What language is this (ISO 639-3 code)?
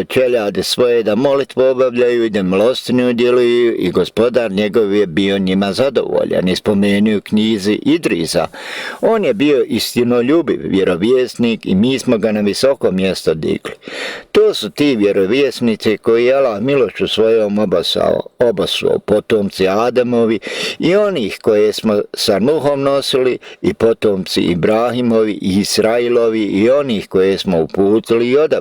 bos